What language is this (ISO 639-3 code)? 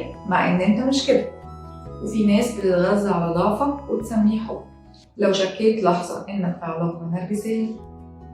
arz